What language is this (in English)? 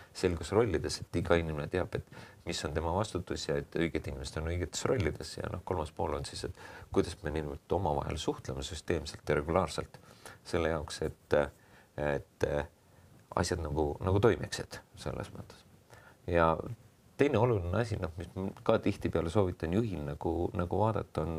Estonian